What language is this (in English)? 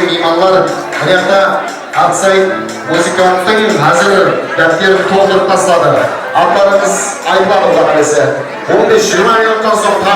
Kara-Kalpak